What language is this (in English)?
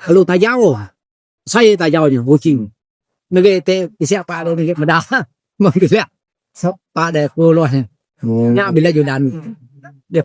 Iban